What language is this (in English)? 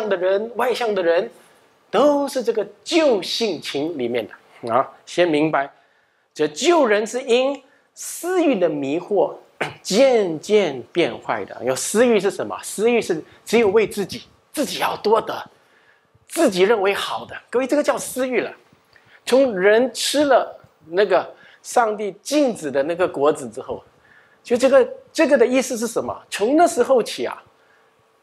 Chinese